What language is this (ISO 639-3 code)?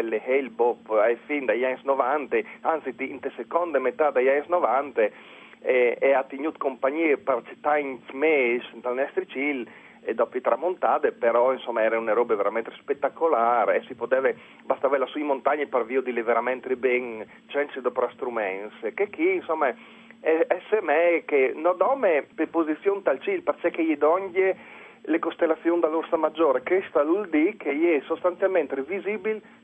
fur